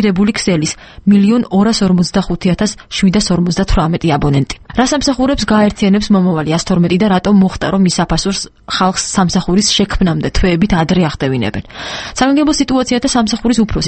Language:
Georgian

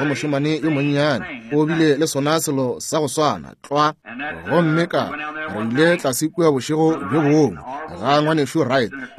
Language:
Northern Sotho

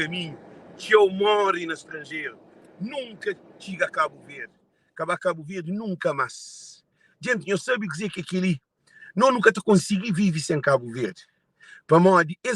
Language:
Kabuverdianu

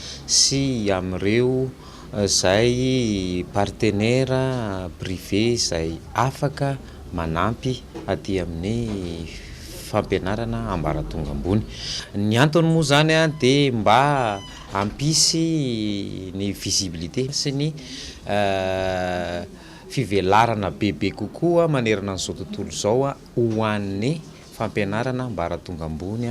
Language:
Malagasy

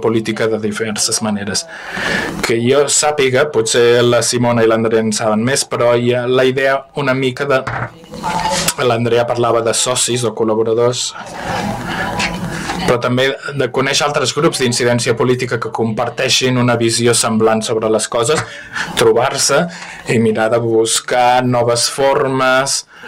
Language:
Catalan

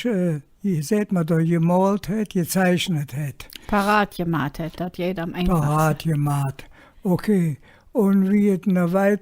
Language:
Colognian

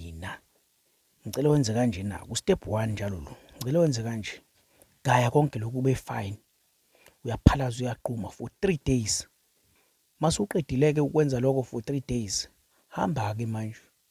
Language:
Zulu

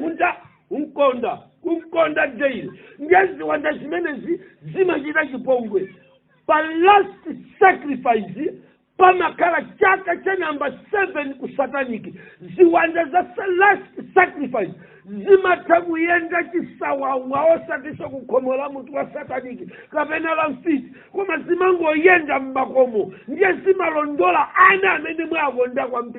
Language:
Nyanja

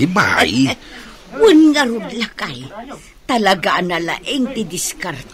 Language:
Iloko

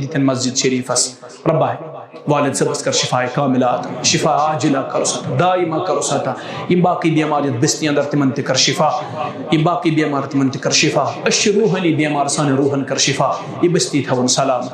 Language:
Kashmiri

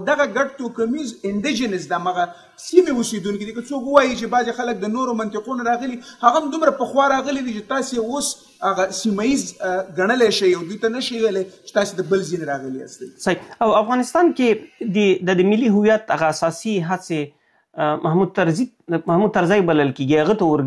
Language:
Pashto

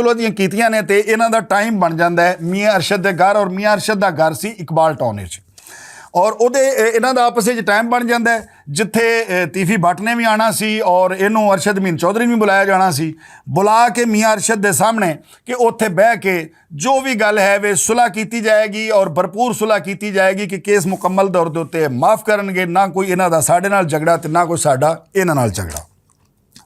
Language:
Western Panjabi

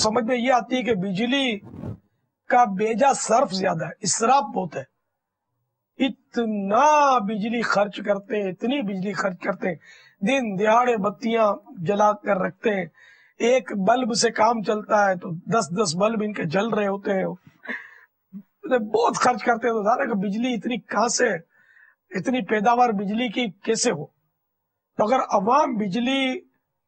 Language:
Urdu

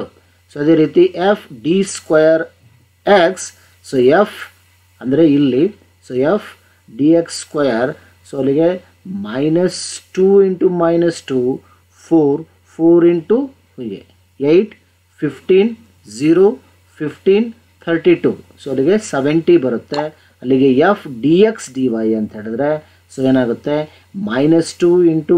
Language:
Kannada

